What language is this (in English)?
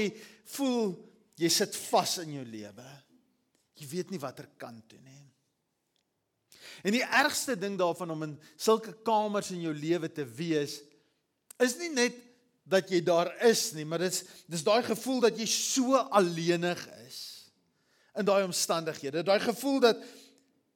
Afrikaans